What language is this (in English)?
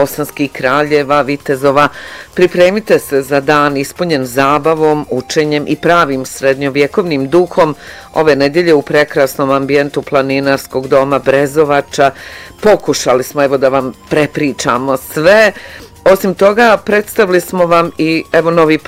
Bosnian